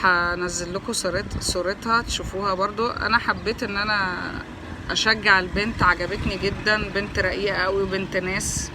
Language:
Egyptian Arabic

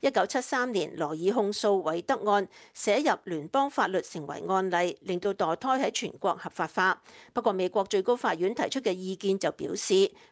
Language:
Cantonese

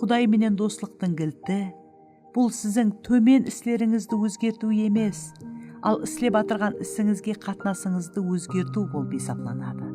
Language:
Kara-Kalpak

